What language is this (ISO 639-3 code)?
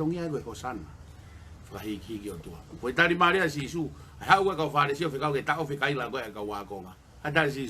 ton